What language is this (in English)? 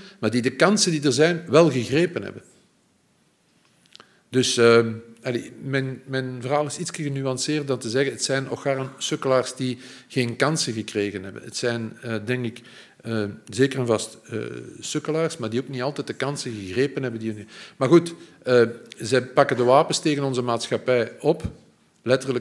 Dutch